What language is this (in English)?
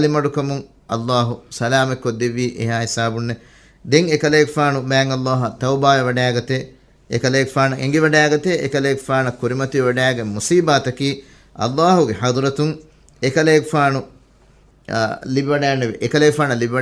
Divehi